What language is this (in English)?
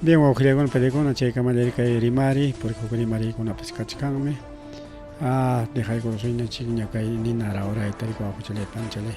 Ayacucho Quechua